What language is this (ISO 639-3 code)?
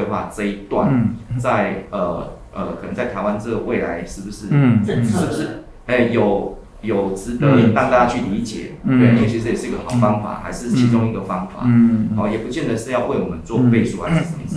zho